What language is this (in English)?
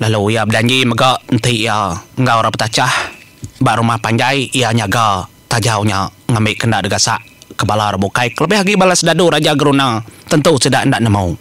Iban